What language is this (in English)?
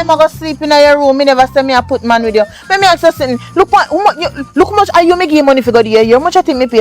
Jamaican Creole English